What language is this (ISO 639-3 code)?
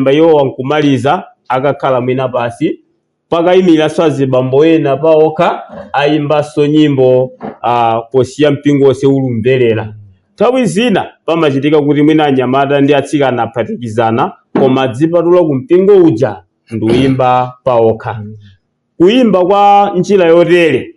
nya